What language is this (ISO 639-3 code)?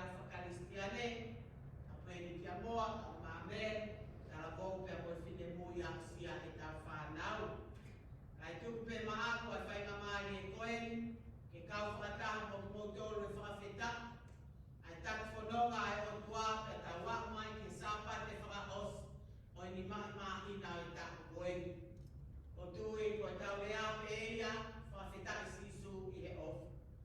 ton